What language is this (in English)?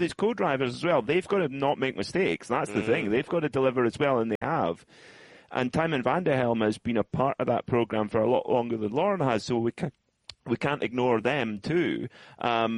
English